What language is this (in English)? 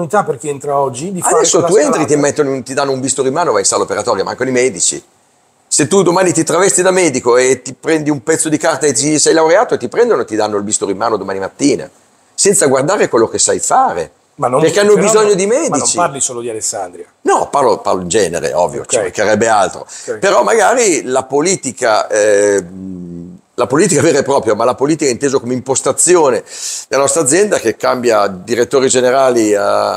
Italian